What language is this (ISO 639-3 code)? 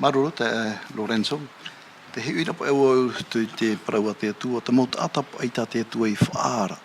tah